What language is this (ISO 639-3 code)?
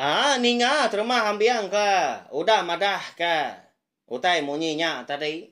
iba